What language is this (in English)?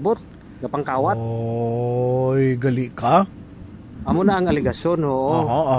Hiligaynon